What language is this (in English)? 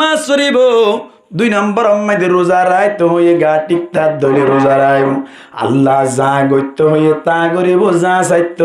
Rohingya